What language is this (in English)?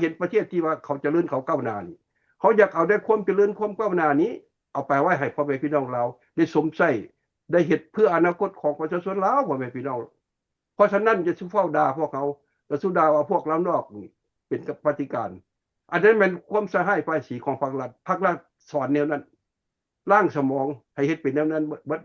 Lao